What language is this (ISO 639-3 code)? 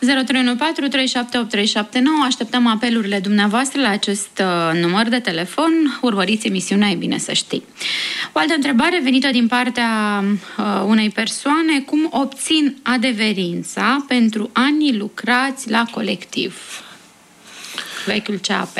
ron